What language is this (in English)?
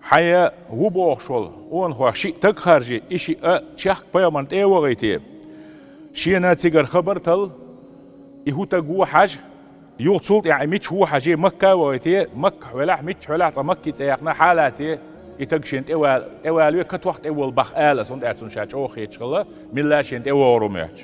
Chechen